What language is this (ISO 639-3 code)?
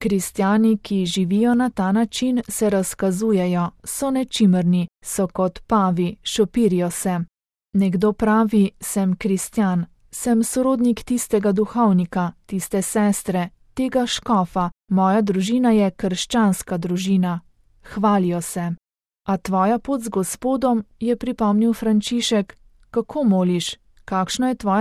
slv